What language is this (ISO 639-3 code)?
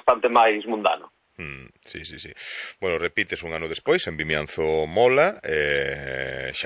glg